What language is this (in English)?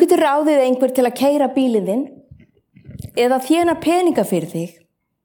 Icelandic